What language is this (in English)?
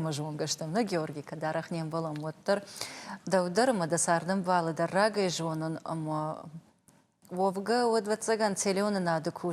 Ossetic